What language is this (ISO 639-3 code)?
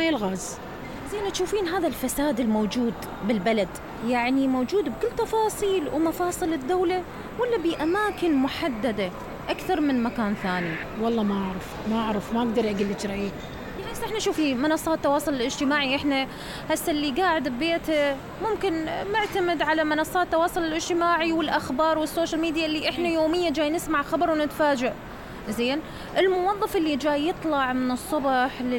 acm